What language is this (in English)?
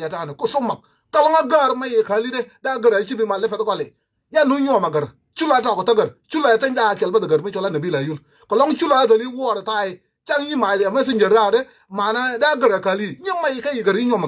Nuer